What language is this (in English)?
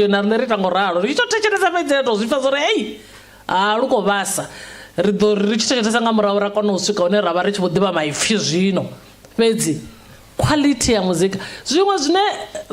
Venda